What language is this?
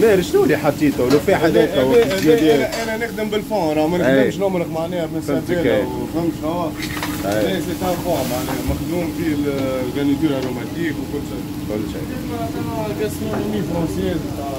Tunisian Arabic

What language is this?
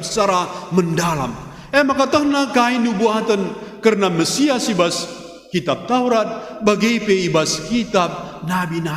Batak Karo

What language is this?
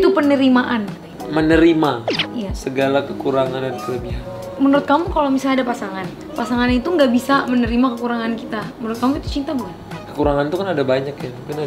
Indonesian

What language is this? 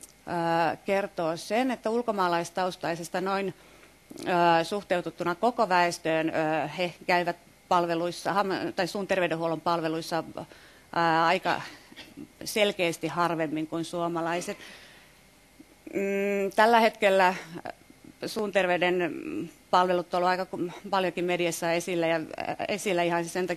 Finnish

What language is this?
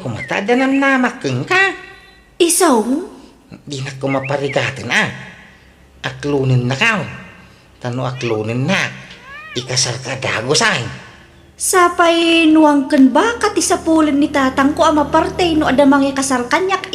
Iloko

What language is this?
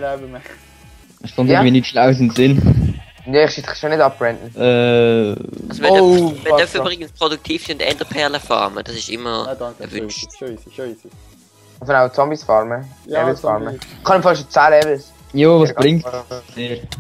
Swiss German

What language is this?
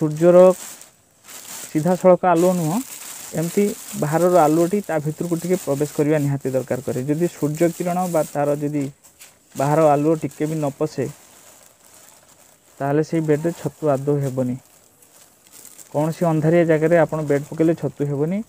Odia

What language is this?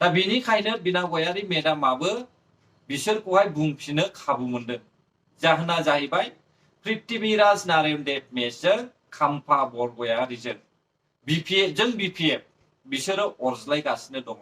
Bodo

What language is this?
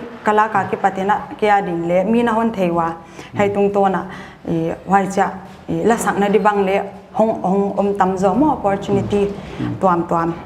Paite Chin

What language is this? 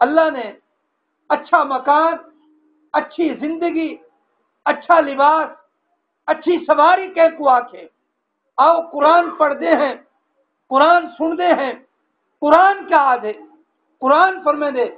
Saraiki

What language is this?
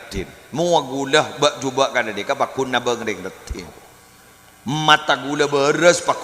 Madurese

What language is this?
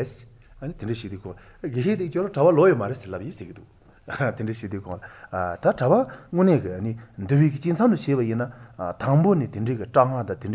Korean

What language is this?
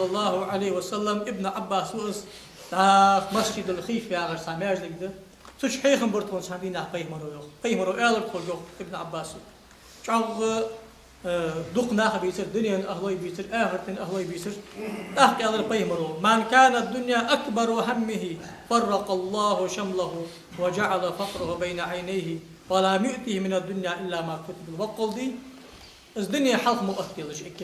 Ingush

